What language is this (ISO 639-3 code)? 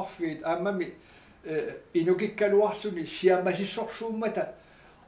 kal